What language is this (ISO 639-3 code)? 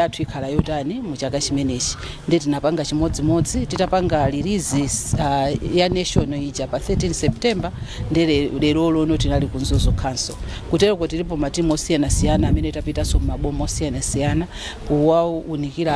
nya